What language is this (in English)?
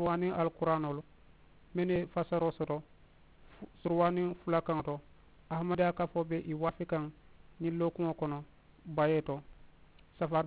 Mandingo